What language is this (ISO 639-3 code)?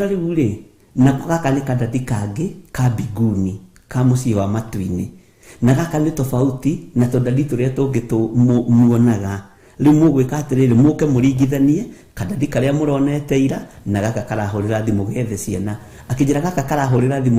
kik